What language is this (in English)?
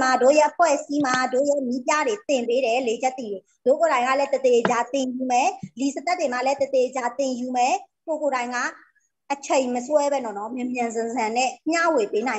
Burmese